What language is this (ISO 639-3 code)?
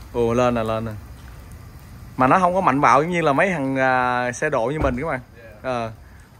vie